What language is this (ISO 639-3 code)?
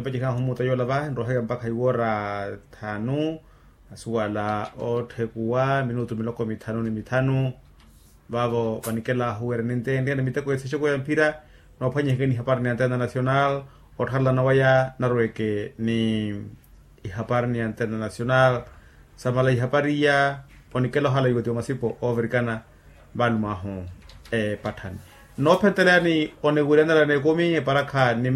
vmw